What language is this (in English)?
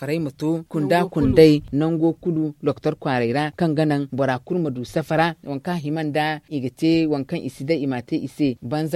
Zarma